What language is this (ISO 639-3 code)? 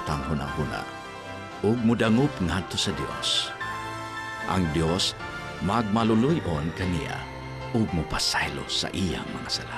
ceb